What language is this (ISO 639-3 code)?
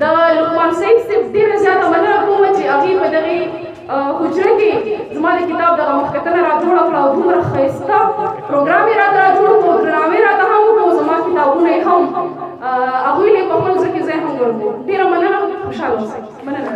pus